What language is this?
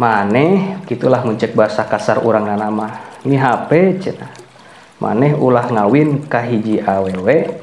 Sundanese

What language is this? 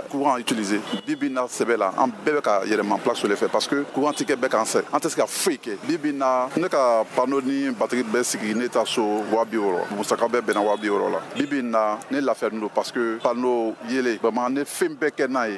Bambara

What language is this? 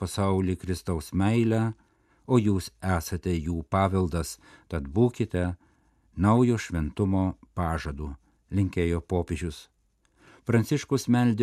Lithuanian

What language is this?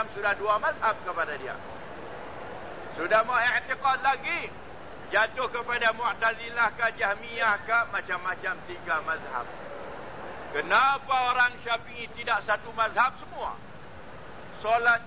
Malay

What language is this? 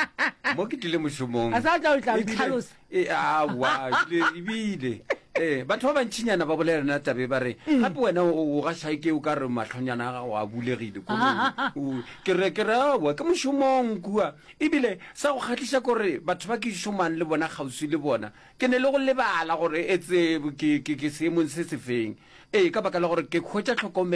Northern Sotho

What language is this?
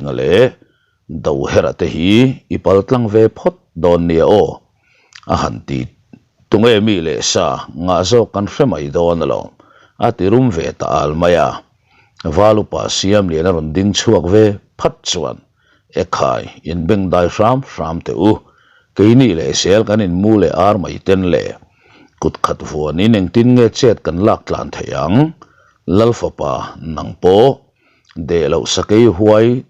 Mizo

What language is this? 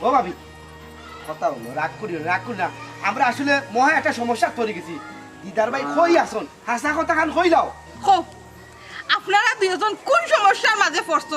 Sylheti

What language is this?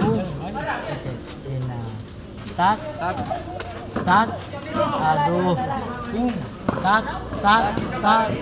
Ambonese Malay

